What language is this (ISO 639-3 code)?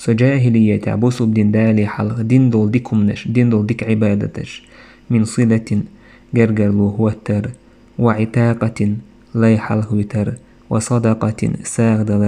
che